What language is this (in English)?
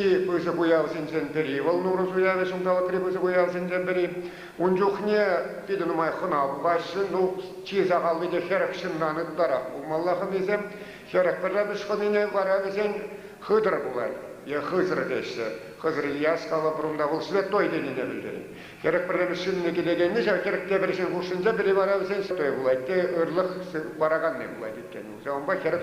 Chuvash